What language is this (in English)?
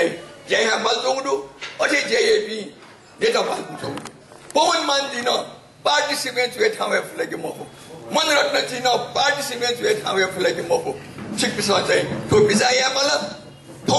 Newari